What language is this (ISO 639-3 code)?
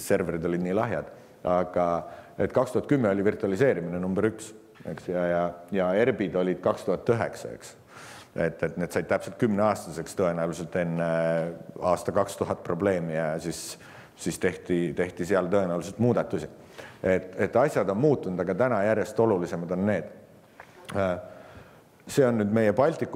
est